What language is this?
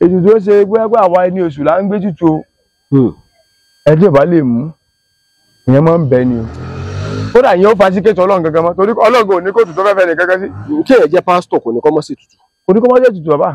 Yoruba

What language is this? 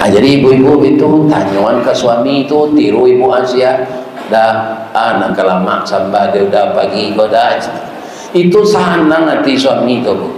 Minangkabau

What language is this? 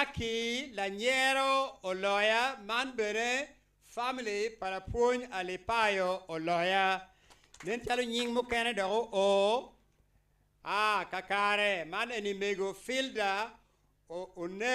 Acoli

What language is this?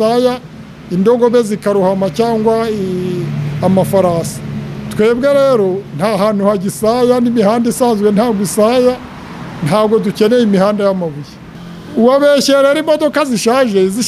Kinyarwanda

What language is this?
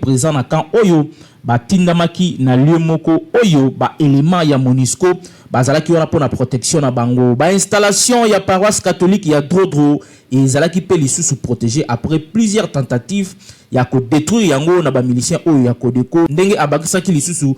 Lingala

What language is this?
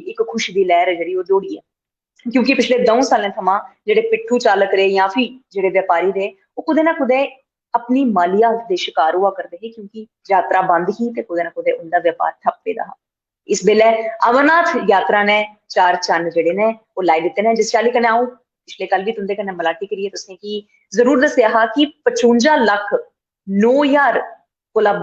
Dogri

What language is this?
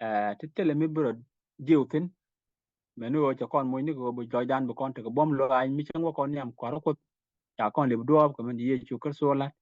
Nuer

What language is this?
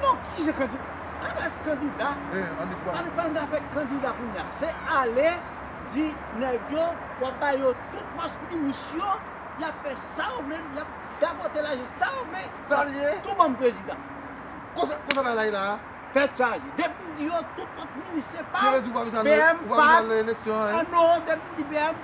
Haitian Creole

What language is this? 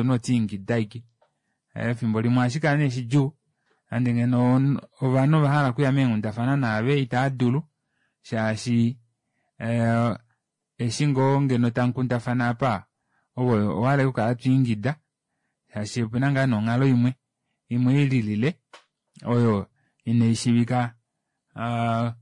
Kuanyama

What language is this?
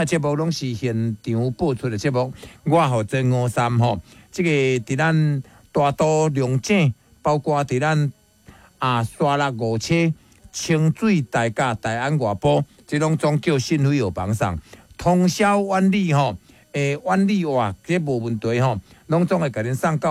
Min Nan Chinese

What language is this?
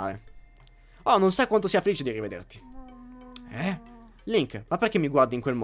Italian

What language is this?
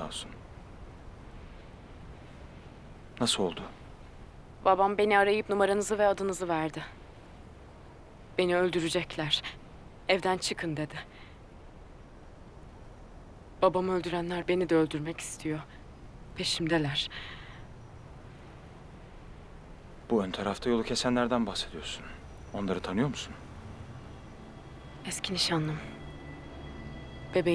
Turkish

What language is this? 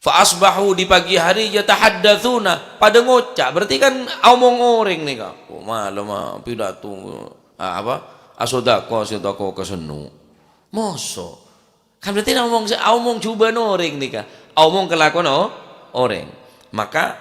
Madurese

